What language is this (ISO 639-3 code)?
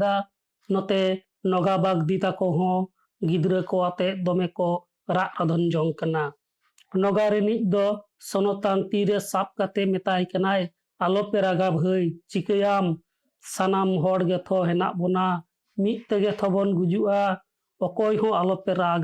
sat